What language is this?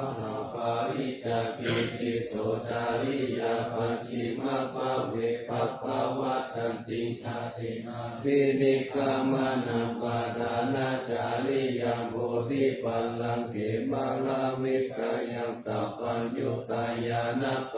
Pali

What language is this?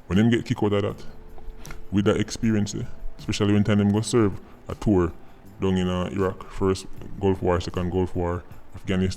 Jamaican Creole English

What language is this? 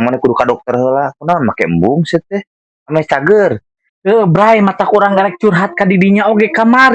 Sundanese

